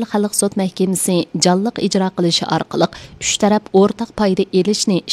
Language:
Uyghur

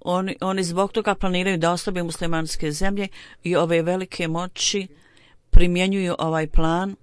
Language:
Bosnian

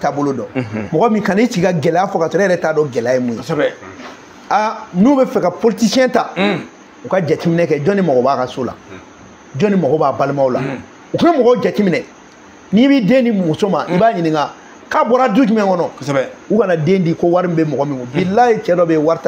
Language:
Bambara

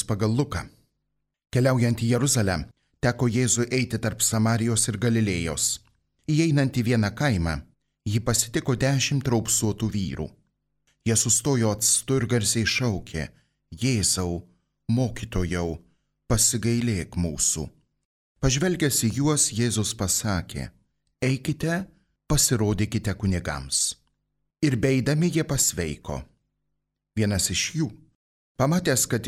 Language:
Lithuanian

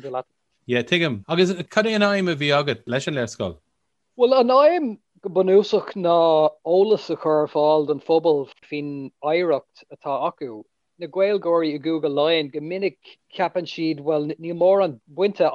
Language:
Irish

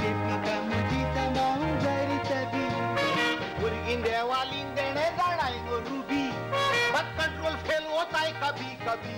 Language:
Konkani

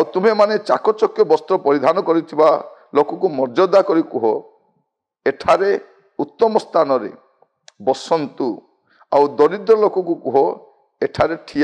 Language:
Odia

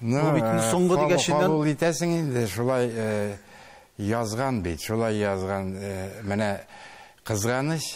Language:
Tatar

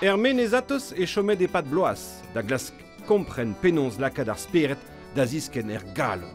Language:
Breton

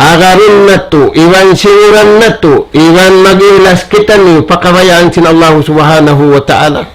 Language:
Tausug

